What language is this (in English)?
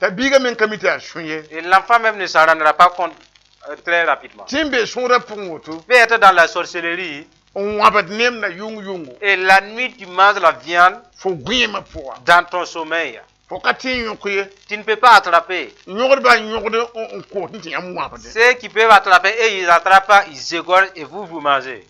Mossi